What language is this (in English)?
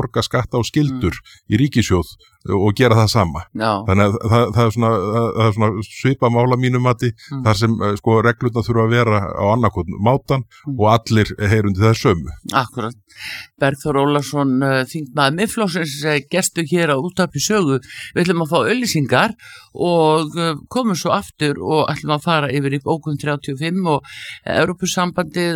Icelandic